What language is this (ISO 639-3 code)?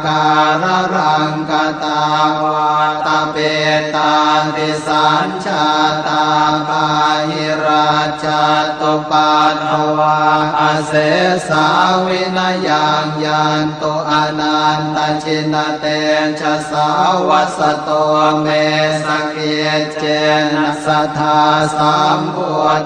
pli